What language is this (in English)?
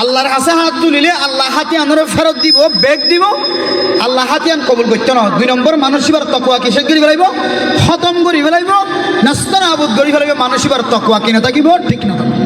Rohingya